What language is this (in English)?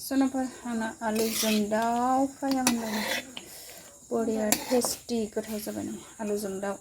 Bodo